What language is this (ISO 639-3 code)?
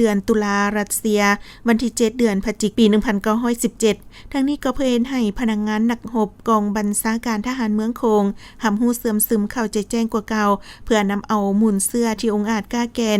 lao